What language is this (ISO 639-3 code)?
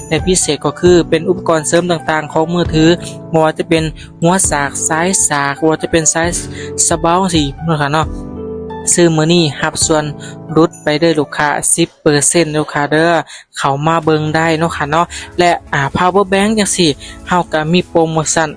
lao